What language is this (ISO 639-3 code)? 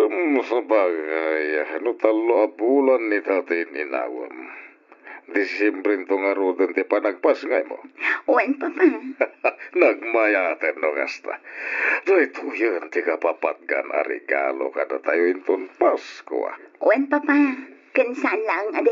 ilo